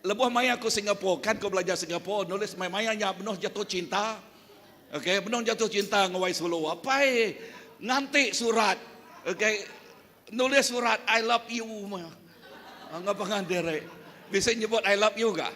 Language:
Iban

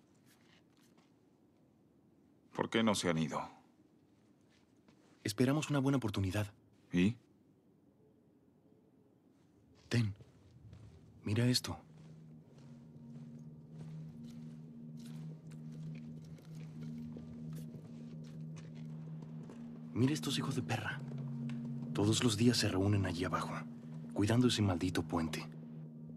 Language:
Spanish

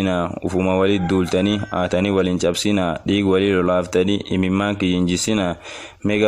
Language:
Oromo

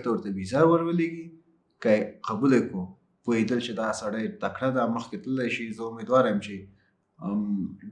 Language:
Pashto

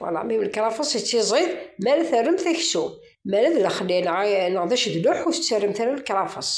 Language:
Kabyle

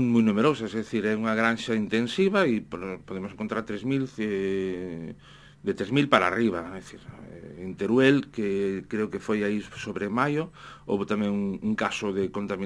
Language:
Galician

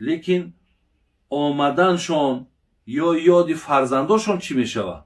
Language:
Tajik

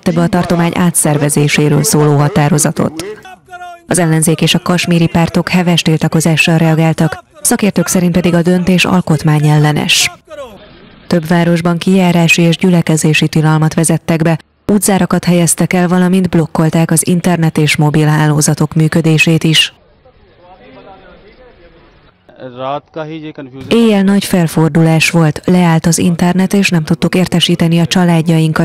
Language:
Hungarian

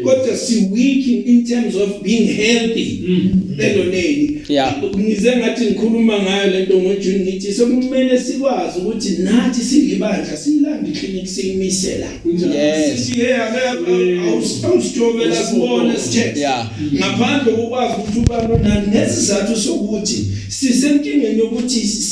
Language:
Zulu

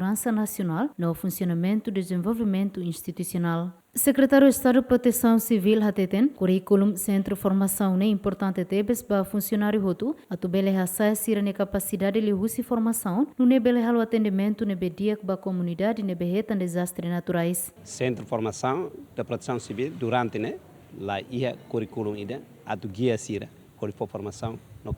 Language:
Tetum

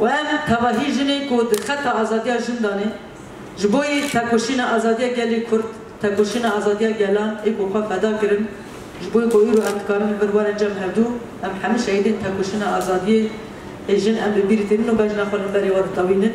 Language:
Kurdish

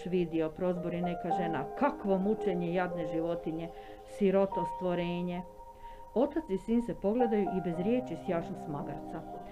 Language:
Croatian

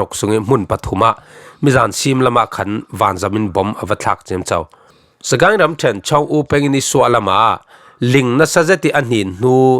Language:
Falam Chin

